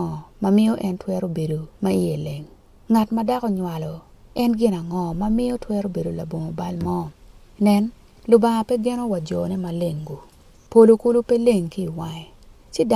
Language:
Acoli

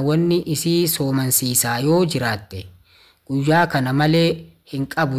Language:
Oromo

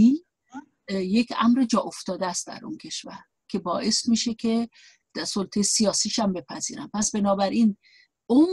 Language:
Persian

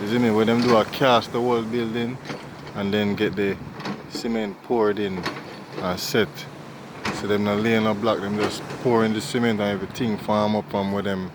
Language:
Jamaican Creole English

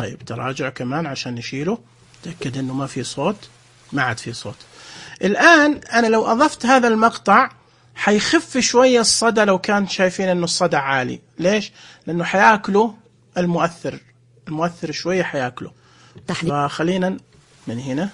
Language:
Najdi Arabic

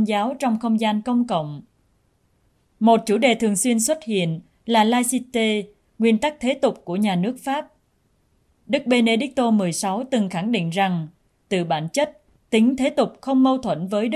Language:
Vietnamese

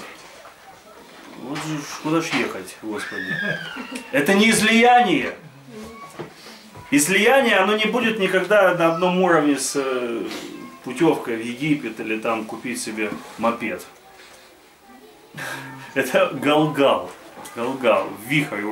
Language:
Russian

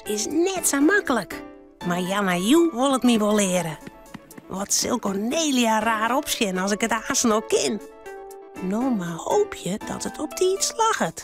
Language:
Western Frisian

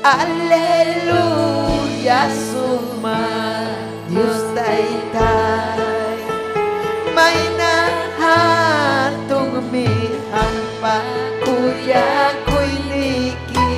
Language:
Ayacucho Quechua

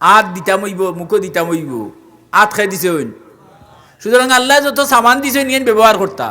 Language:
Sylheti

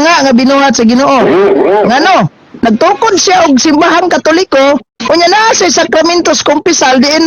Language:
Cebuano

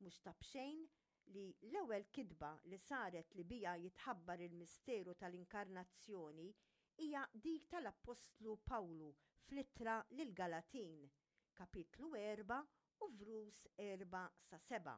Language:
Maltese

